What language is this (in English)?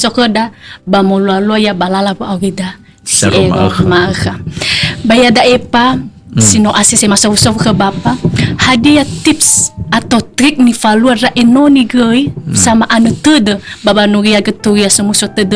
Nias